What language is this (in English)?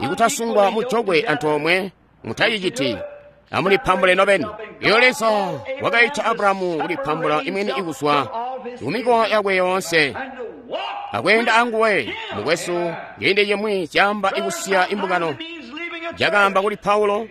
Tonga (Zambia)